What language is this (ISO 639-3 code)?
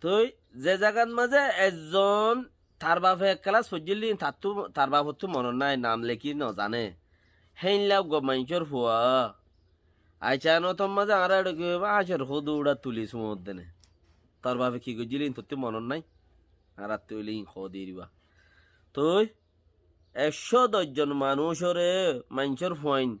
rhg